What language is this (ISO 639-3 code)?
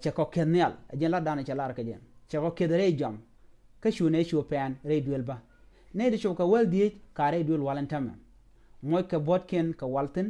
nus